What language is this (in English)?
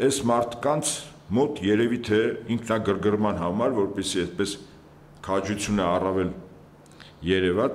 Armenian